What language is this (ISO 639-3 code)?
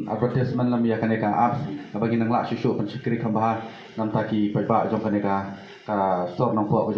kha